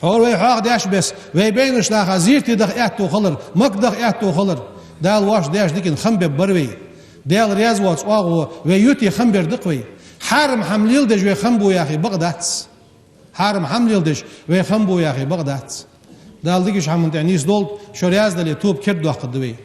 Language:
Ingush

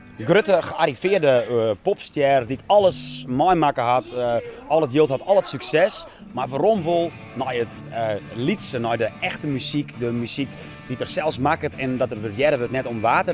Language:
Western Frisian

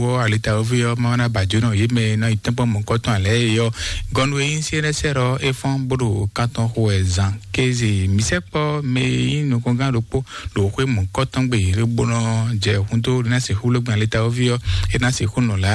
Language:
Fon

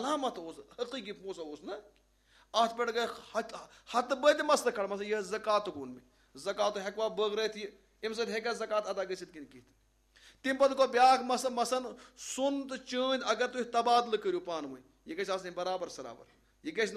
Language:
Kashmiri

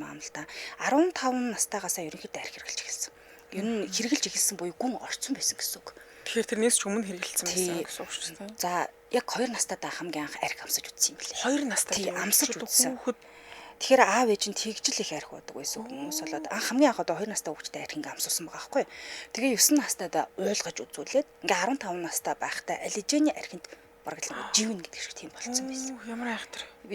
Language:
Mongolian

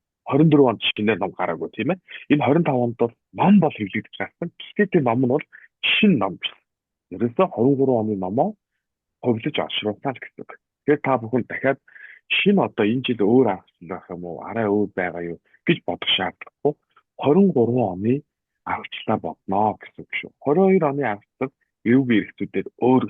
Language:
Mongolian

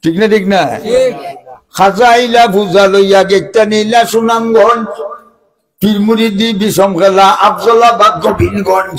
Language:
Sylheti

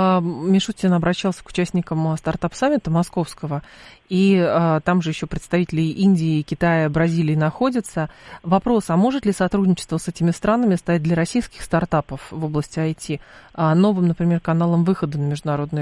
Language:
Russian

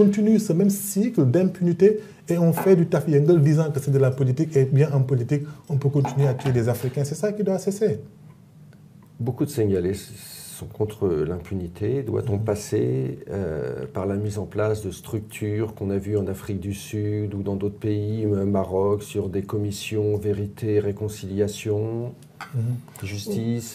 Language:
French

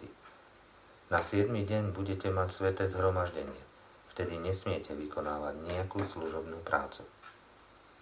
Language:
Slovak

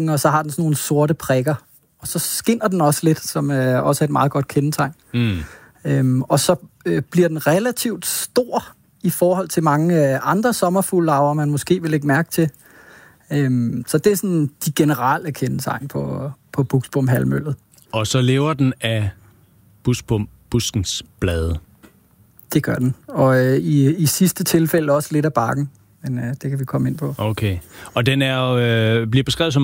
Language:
Danish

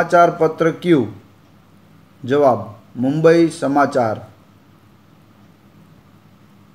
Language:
Gujarati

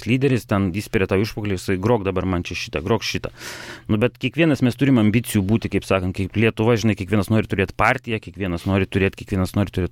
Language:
Lithuanian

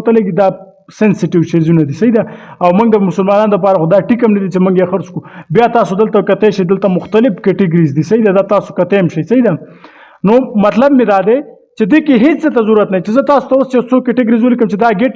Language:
Pashto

